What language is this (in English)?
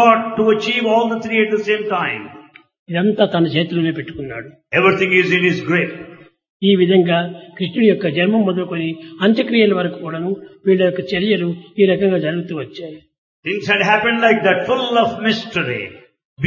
Telugu